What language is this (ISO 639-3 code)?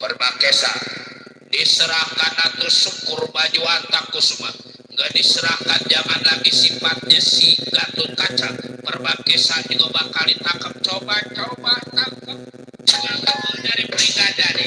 bew